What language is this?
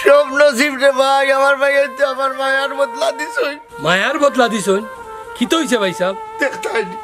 Sylheti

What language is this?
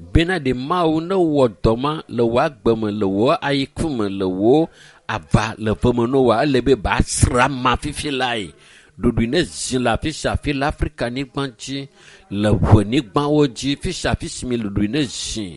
Ewe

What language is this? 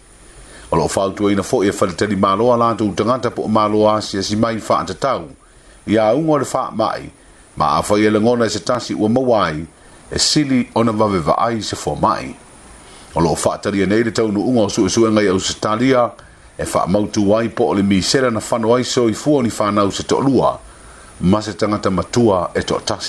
Samoan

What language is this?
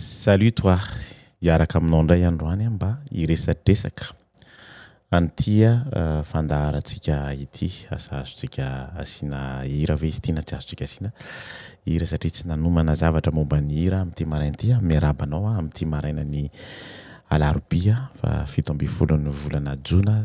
Malagasy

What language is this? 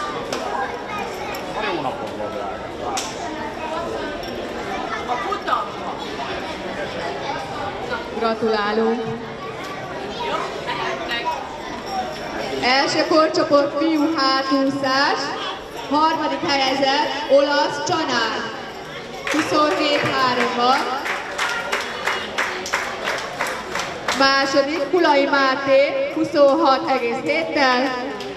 Hungarian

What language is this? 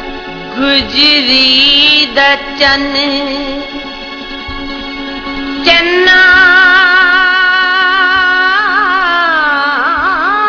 Punjabi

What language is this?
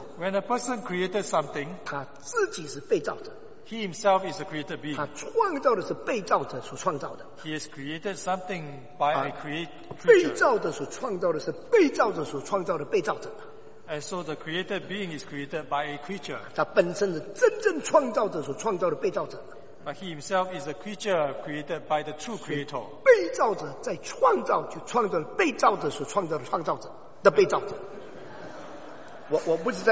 Chinese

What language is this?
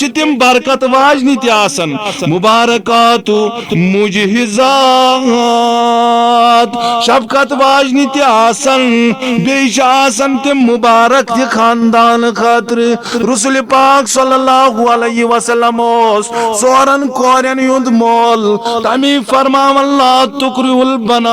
Kashmiri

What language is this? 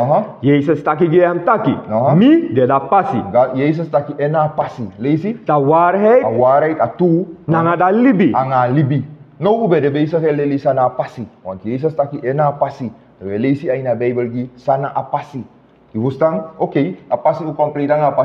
Sranan Tongo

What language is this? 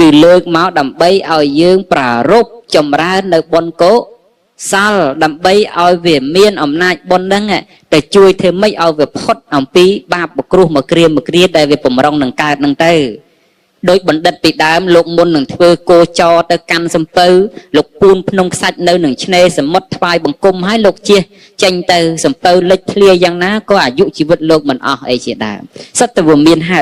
Khmer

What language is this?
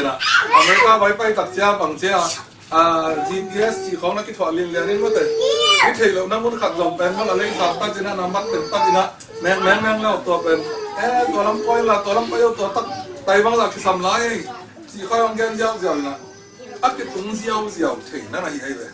Tedim Chin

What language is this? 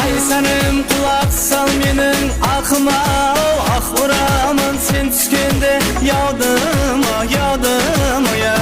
Kara-Kalpak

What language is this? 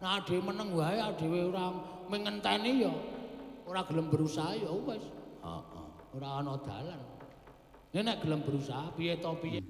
Javanese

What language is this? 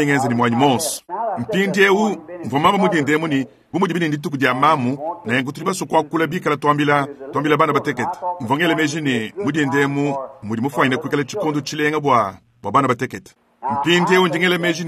Luba-Lulua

